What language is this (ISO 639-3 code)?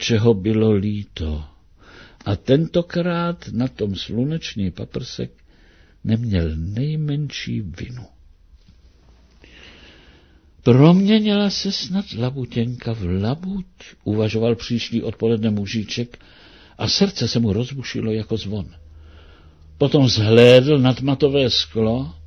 ces